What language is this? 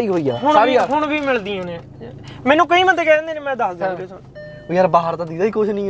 Punjabi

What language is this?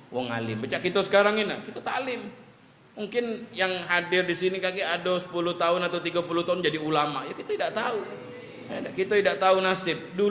Musi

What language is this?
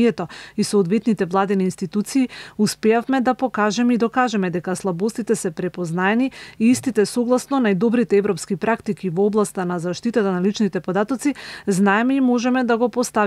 Macedonian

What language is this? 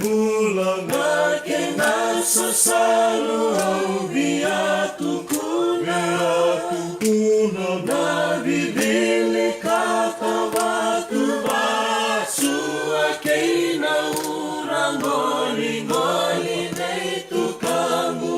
Fijian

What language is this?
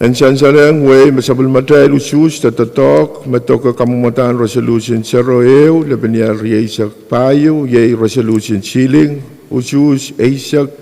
Pohnpeian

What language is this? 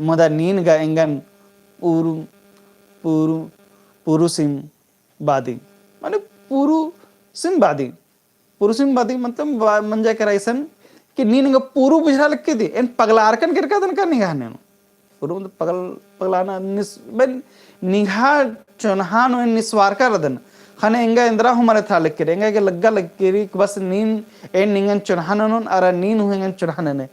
Kurukh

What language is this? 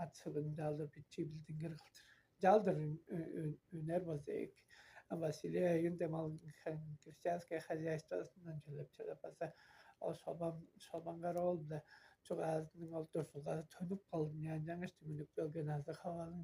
Tuvinian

